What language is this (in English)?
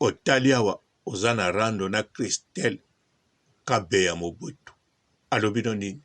Lingala